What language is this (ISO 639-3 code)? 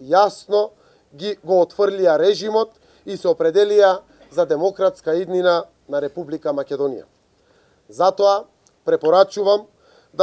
mkd